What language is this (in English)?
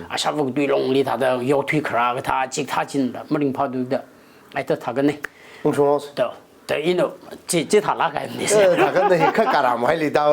Tangkhul Naga (India)